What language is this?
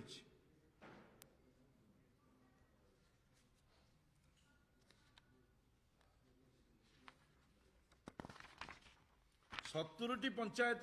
Odia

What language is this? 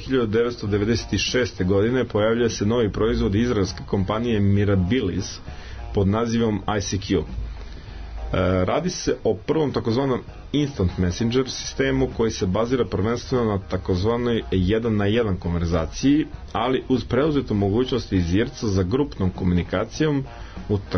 Serbian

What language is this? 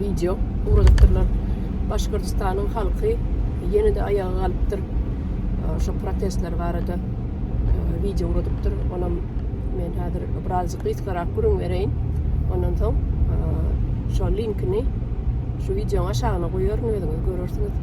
Turkmen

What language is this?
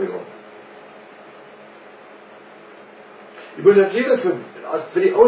Afrikaans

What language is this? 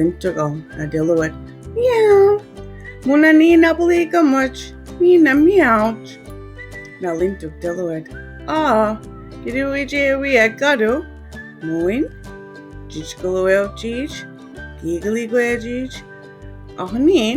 Mi'kmaw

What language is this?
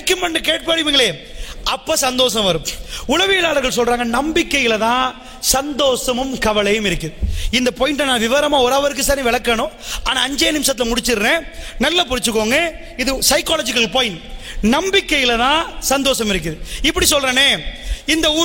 Tamil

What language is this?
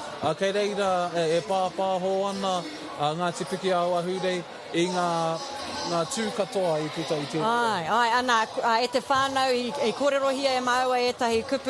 Māori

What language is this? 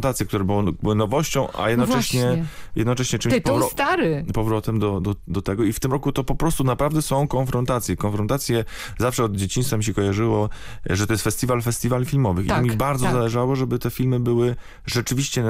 Polish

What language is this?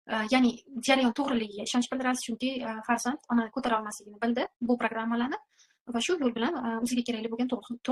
Uzbek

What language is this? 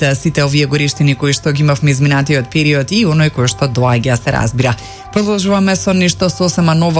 Macedonian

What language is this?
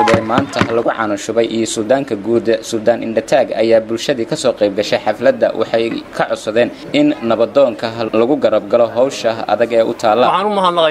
Somali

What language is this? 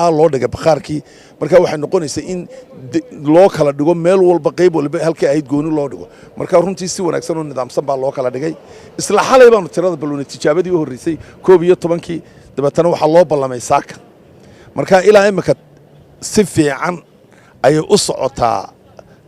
Somali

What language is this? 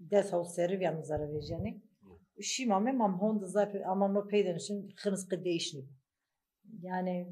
Zaza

